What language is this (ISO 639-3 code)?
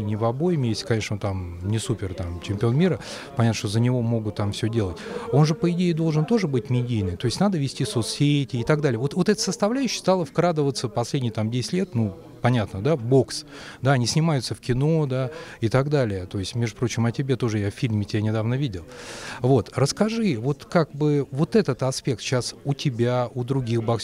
rus